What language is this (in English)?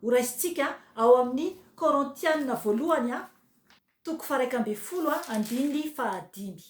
Malagasy